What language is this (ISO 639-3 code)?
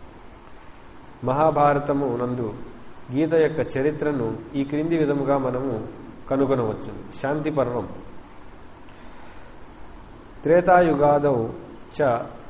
tel